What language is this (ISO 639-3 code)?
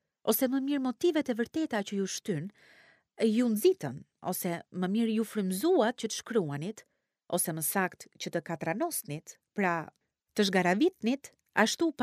sqi